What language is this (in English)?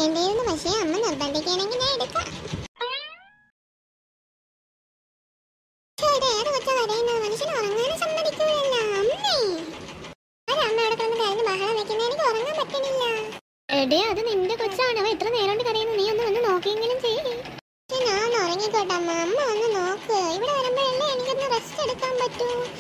Malayalam